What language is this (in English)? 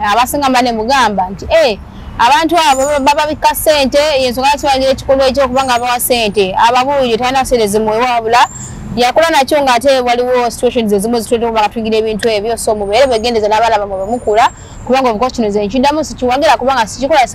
Ganda